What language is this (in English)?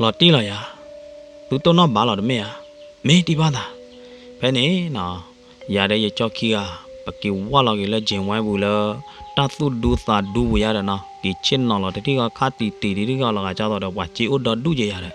S'gaw Karen